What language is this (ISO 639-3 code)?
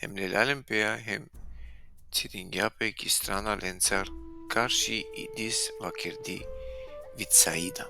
rmn